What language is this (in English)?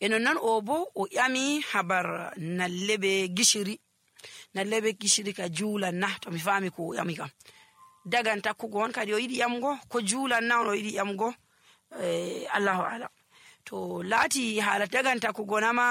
Nigerian Fulfulde